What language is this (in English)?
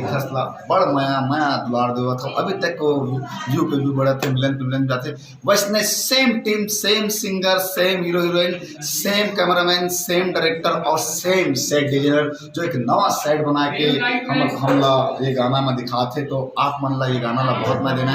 Chhattisgarhi